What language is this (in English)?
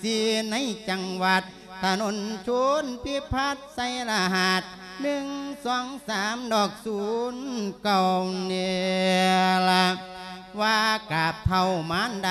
Lao